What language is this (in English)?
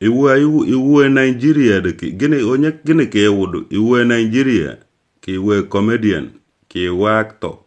Igbo